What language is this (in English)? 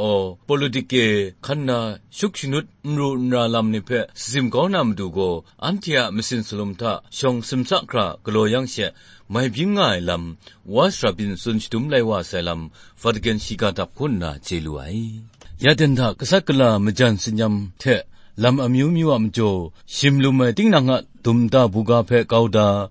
Kachin